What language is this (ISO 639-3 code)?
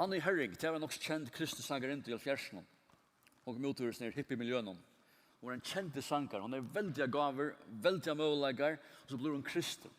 fao